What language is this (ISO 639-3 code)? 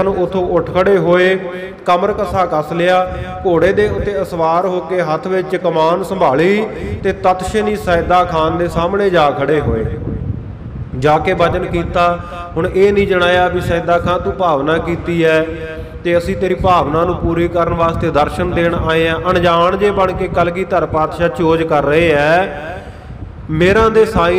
pan